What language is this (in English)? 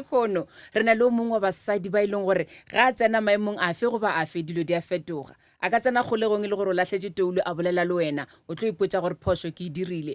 Northern Sotho